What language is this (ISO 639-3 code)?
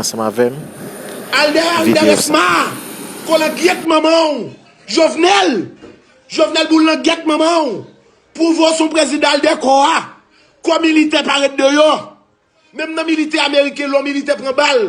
hat